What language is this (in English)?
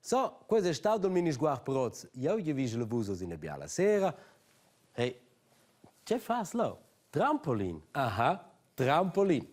Romansh